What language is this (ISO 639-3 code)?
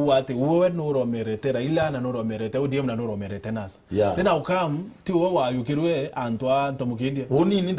mer